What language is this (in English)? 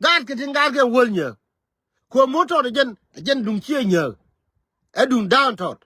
Nuer